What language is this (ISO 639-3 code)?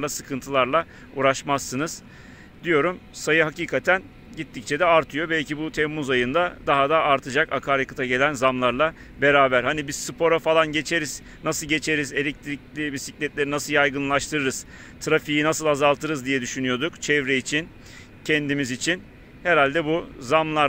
tur